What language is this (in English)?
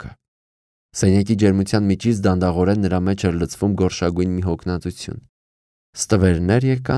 Armenian